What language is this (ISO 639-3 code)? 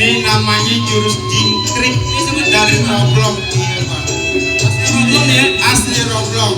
bew